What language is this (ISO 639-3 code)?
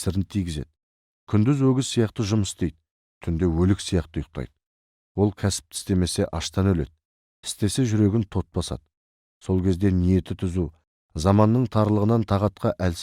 kaz